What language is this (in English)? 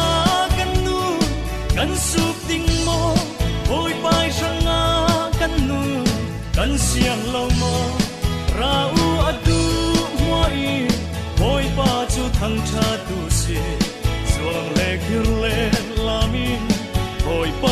Falam Chin